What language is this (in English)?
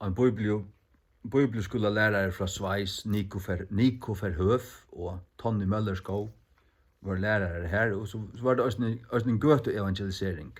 Faroese